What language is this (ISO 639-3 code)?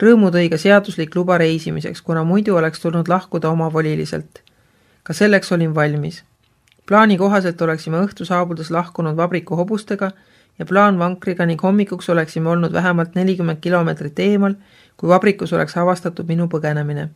est